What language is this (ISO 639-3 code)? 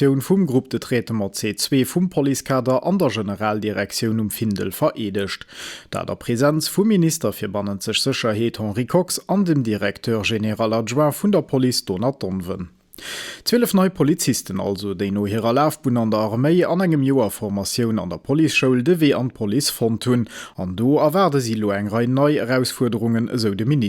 ltz